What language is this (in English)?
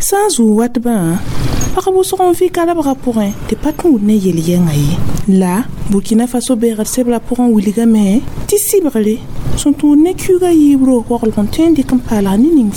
Mossi